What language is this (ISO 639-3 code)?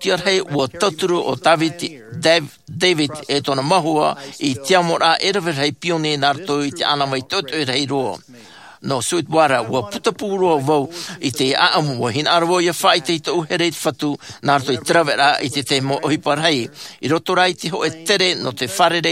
tah